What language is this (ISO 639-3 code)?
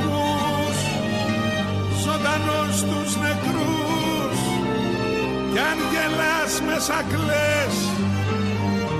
ell